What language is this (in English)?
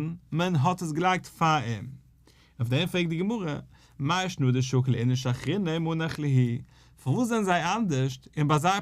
Yiddish